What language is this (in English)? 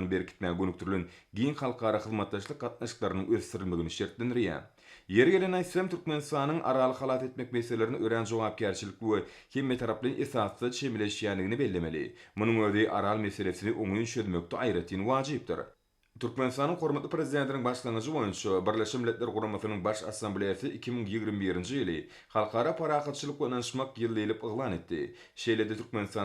Turkmen